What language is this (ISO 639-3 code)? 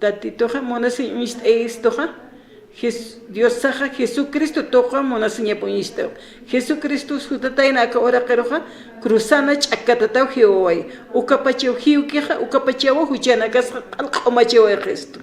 aym